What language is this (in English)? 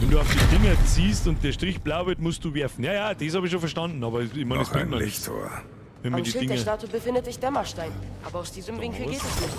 Bavarian